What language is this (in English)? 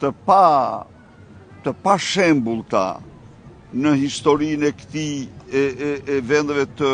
Albanian